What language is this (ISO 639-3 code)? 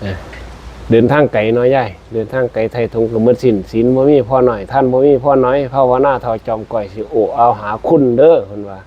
tts